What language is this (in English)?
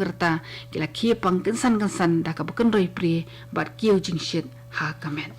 Khasi